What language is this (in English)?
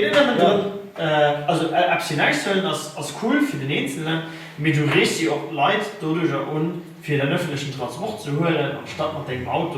Luxembourgish